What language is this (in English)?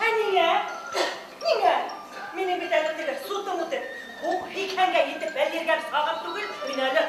Bashkir